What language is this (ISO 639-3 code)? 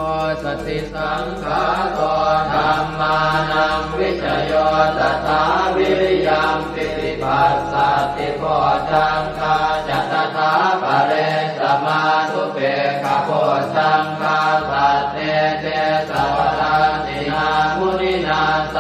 pli